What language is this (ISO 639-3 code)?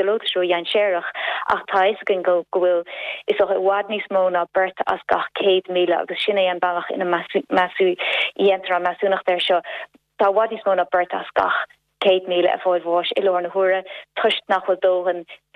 gle